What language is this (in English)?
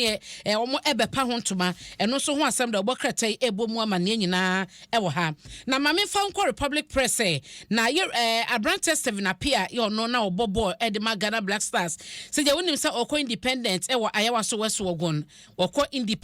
Akan